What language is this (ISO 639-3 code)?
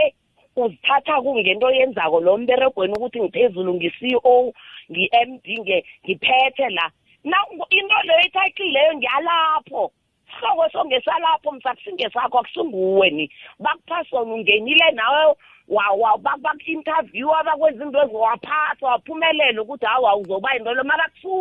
nbl